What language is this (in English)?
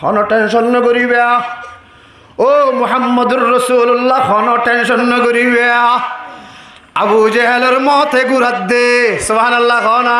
Rohingya